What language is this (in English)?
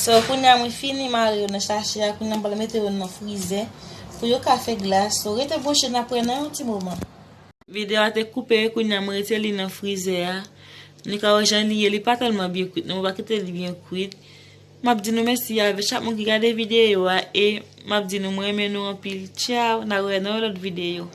Haitian Creole